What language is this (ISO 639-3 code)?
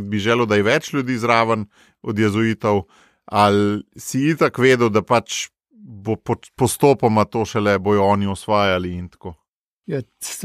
slv